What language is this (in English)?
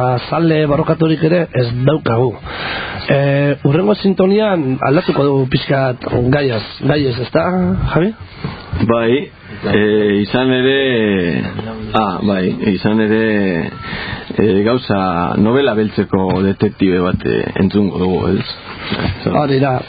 Basque